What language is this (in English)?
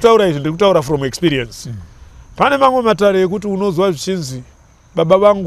Shona